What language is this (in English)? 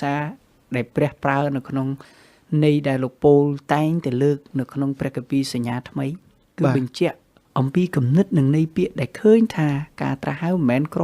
Khmer